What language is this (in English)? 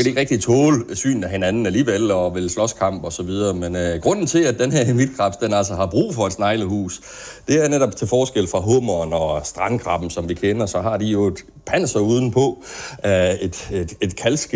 Danish